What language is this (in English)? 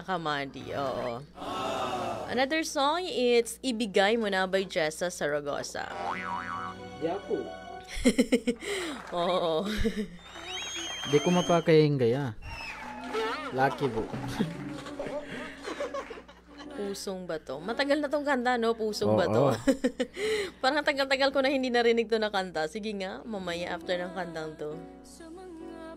Filipino